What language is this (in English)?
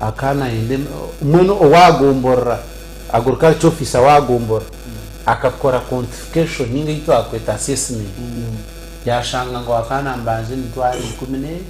Nyankole